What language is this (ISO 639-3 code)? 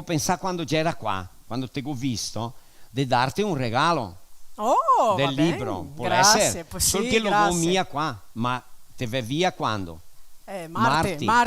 vec